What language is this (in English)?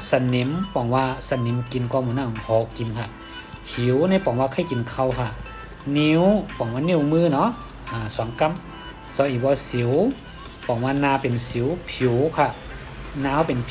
Shan